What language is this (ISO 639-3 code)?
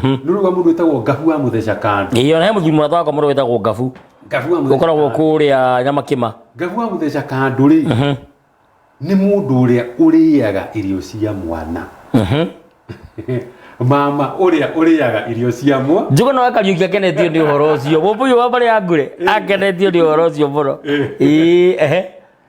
kik